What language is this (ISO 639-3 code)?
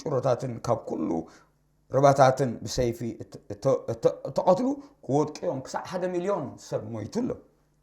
tir